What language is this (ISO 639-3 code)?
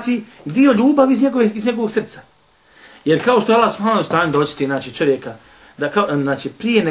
bos